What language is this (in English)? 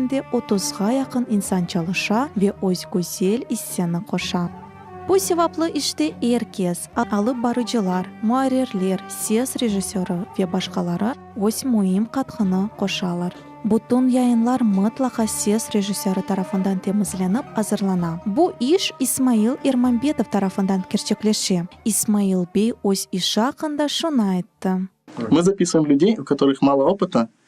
Crimean Tatar